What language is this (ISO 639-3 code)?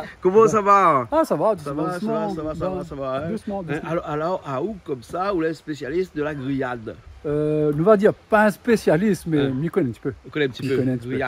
rcf